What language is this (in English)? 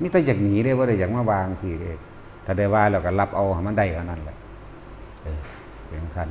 Northeastern Thai